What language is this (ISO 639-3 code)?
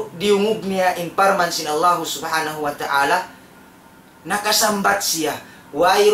tsg